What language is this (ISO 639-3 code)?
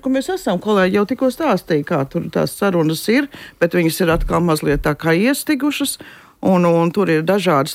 lav